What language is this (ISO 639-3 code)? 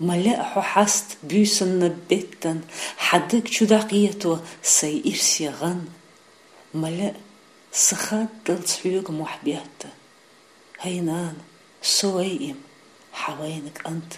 che